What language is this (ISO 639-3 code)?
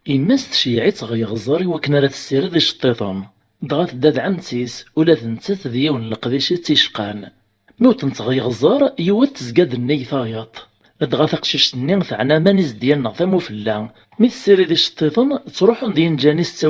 kab